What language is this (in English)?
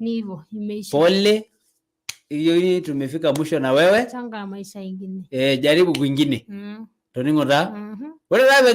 Masai